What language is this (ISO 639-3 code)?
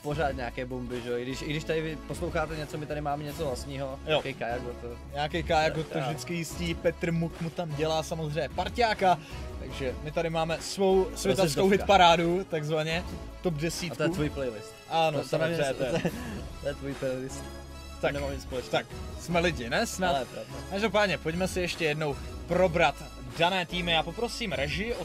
ces